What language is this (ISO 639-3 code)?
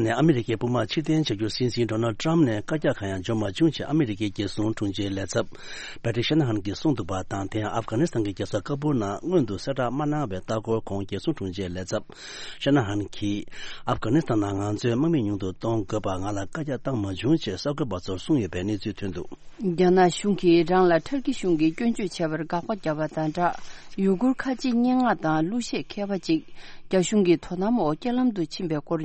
bod